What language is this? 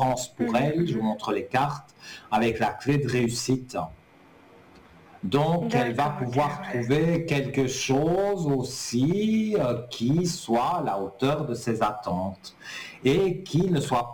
French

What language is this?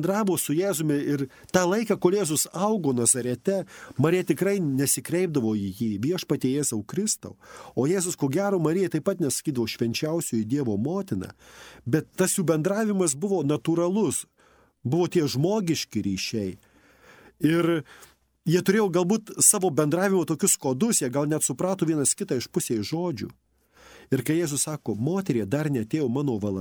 Lithuanian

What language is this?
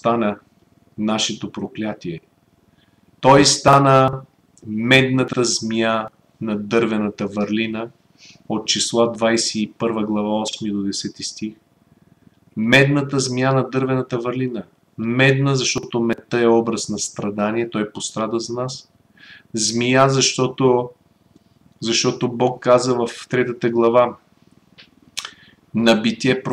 Bulgarian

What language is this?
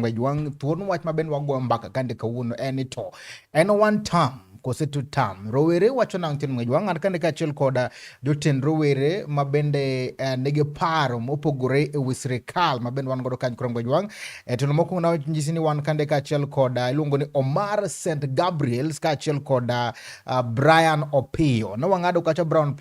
Luo (Kenya and Tanzania)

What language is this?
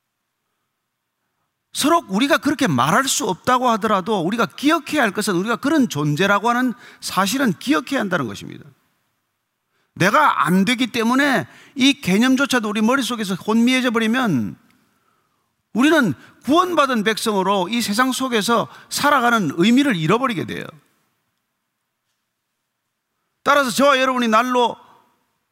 Korean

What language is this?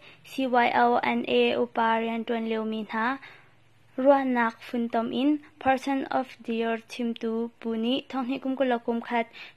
Hakha Chin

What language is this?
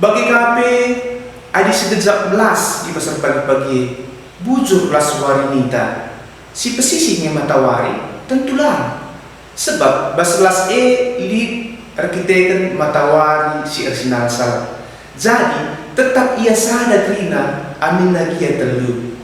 Batak Karo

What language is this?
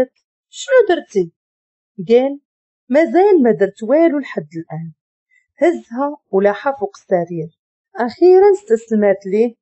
Moroccan Arabic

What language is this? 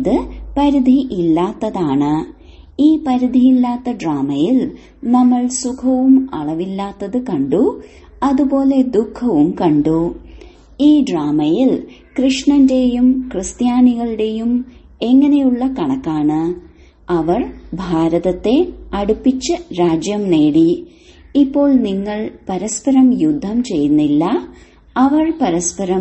Malayalam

